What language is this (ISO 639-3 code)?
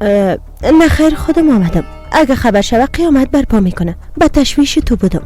fas